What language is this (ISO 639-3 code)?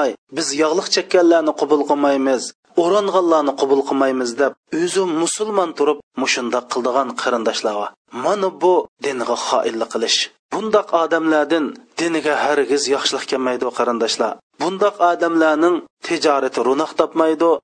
uig